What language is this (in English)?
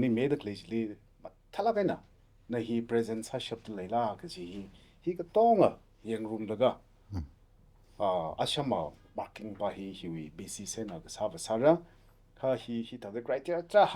Tangkhul Naga (India)